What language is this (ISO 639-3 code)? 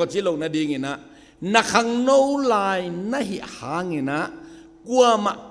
ctd